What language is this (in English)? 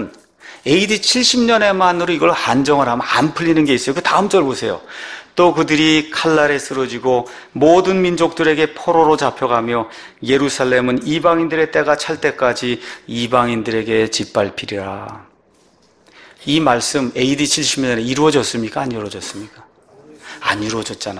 Korean